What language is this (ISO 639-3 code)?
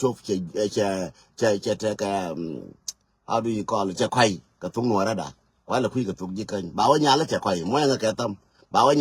nus